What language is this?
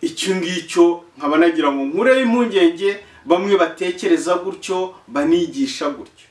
Kinyarwanda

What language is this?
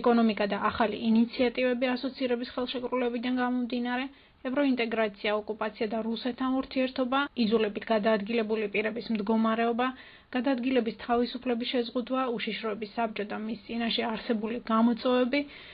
Georgian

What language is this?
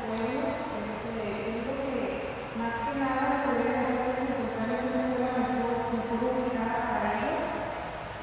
Spanish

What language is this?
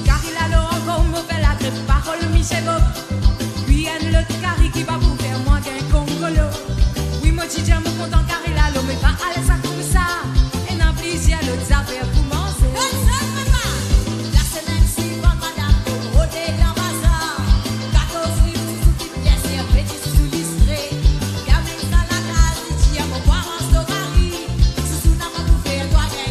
Morisyen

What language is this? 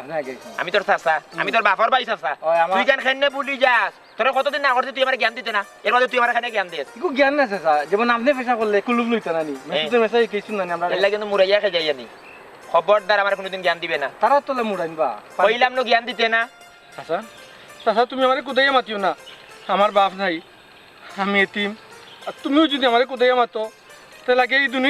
Sylheti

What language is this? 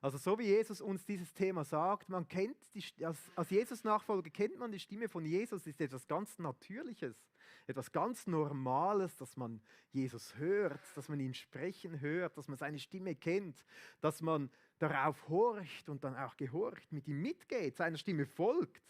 Swiss German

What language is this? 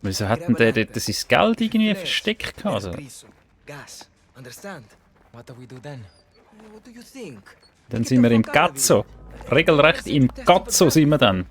Swiss German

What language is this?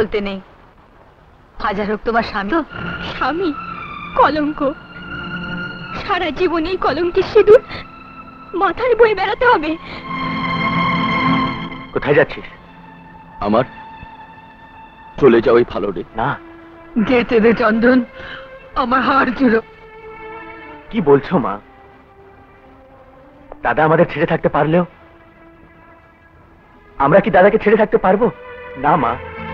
Bangla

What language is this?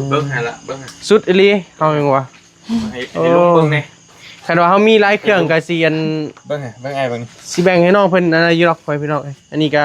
Northeastern Thai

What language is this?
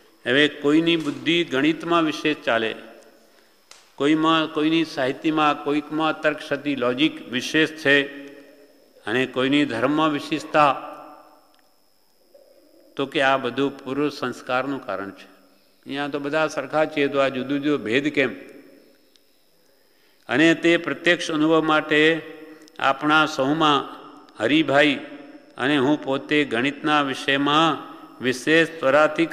Gujarati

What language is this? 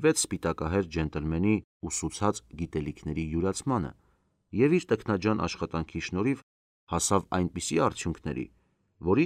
Armenian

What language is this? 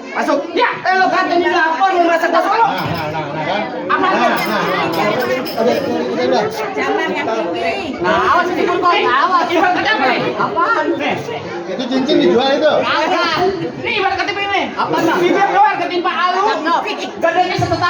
Betawi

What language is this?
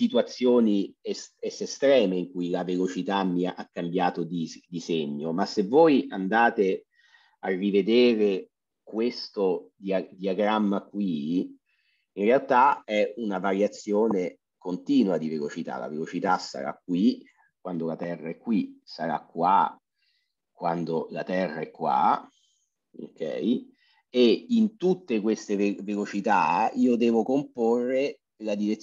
Italian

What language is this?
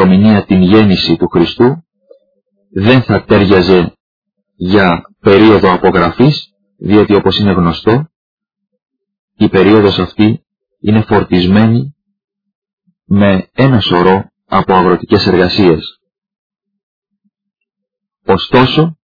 Greek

